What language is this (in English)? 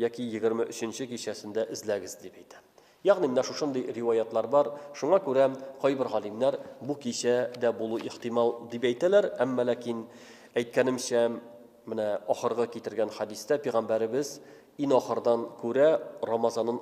Tatar